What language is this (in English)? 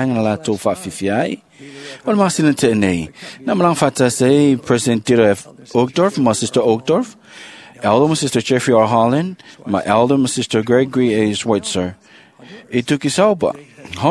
Samoan